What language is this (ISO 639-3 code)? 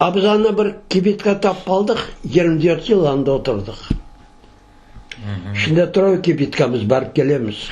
crh